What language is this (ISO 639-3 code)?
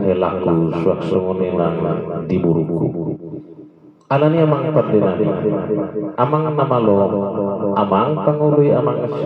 bbc